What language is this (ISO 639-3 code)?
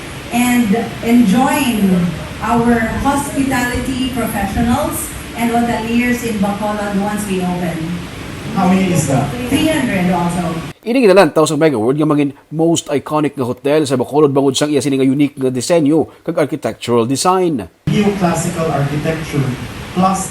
hil